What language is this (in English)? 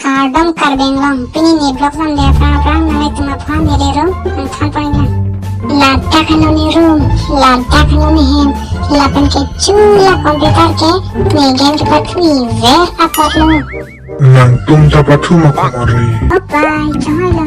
Karbi